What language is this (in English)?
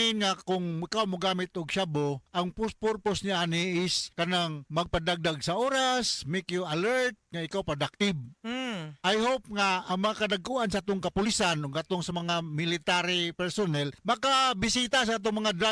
Cebuano